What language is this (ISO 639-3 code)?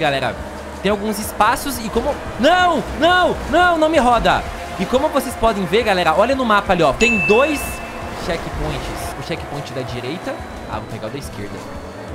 por